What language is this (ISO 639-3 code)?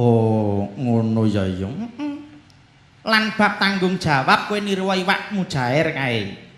jav